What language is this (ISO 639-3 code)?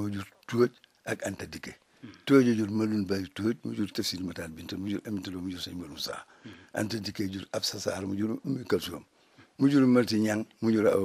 wol